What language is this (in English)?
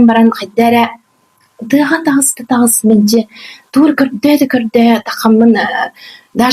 Yakut